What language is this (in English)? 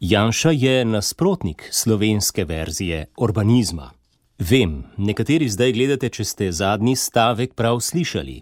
Slovenian